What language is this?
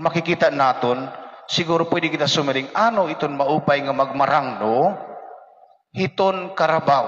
Waray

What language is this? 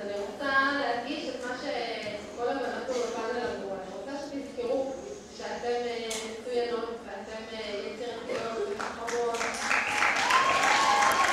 Hebrew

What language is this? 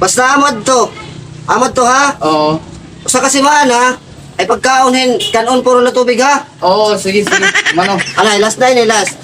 Waray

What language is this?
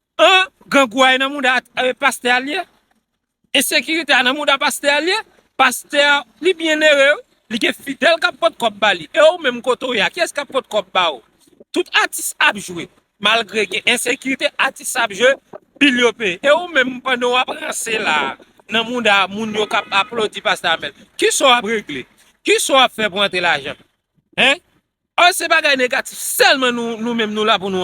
Haitian Creole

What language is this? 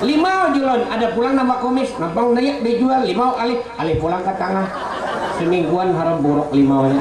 Banjar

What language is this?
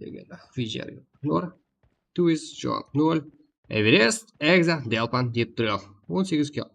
Kara-Kalpak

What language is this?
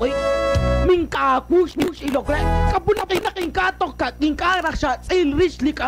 Kekchí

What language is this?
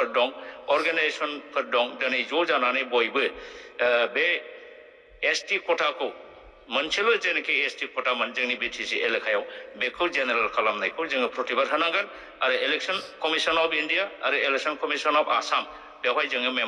Bodo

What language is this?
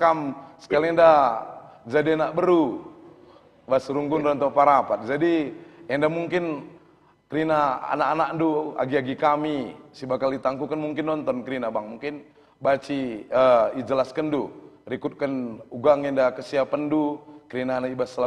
Batak Karo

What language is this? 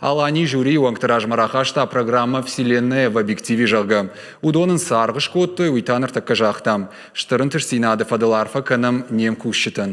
Ossetic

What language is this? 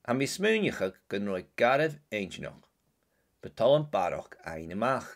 Scottish Gaelic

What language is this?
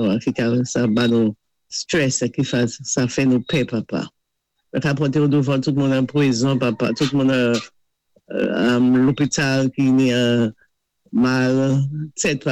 Saint Lucian Creole French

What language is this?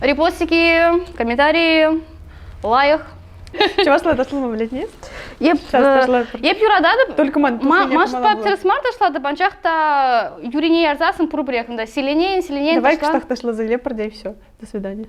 Chuvash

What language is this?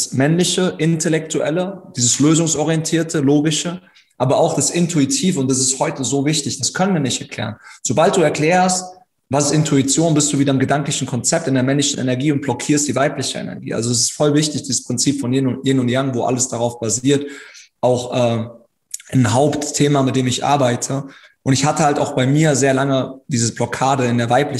German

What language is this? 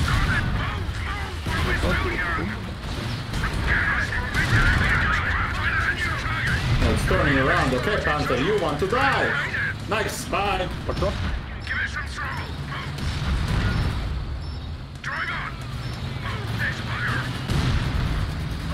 English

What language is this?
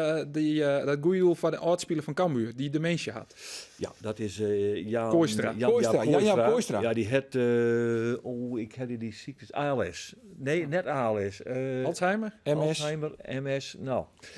Western Frisian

